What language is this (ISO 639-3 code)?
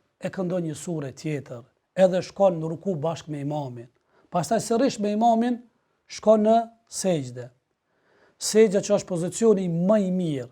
sqi